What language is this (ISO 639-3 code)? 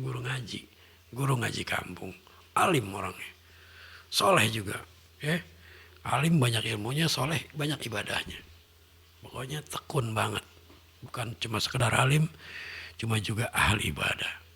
bew